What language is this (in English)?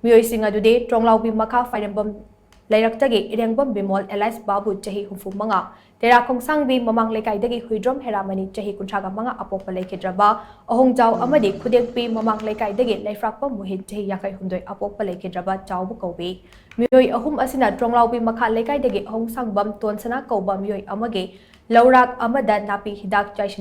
Manipuri